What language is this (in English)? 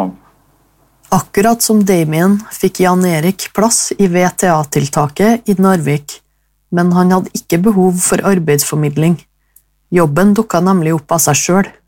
Norwegian